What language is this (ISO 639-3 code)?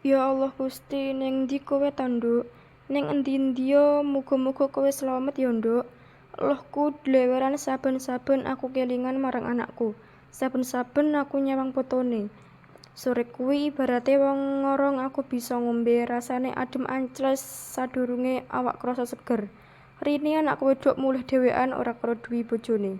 jav